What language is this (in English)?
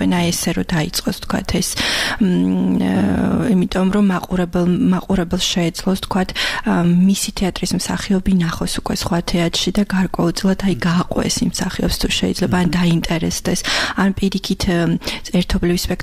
Georgian